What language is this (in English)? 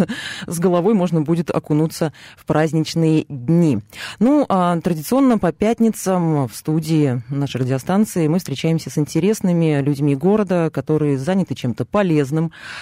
Russian